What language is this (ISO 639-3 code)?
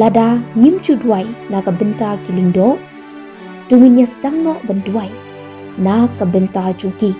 kha